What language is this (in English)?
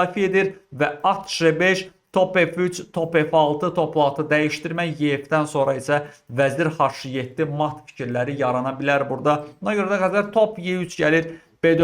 Azerbaijani